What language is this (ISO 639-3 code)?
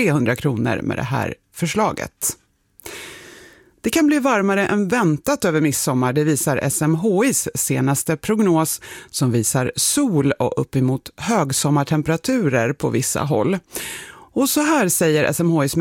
swe